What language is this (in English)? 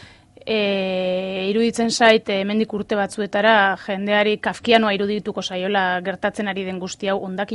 Basque